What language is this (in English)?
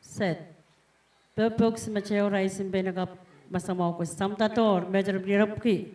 Pohnpeian